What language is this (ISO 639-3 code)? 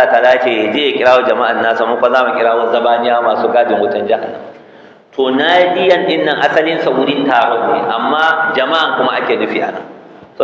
hau